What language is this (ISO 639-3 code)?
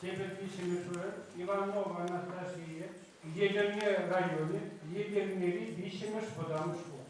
chv